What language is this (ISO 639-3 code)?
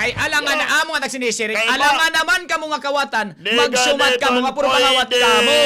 war